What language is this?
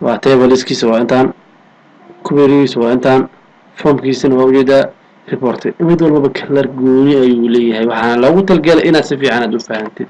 Somali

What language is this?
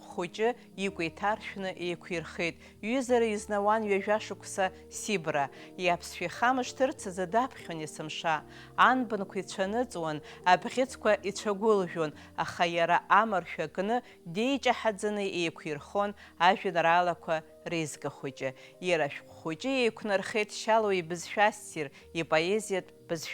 Abkhazian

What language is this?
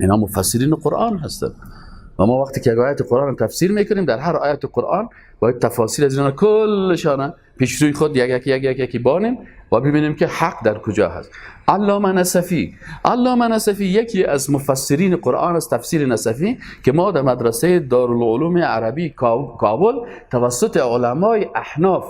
Persian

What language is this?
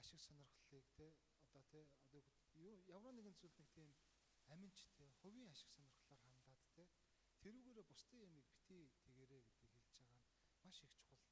Mongolian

